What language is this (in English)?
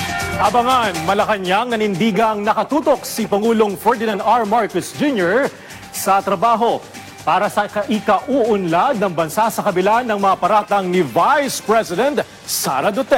Filipino